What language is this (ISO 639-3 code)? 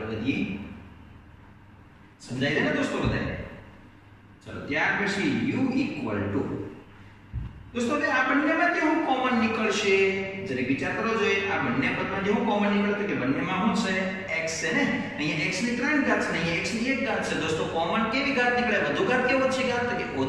guj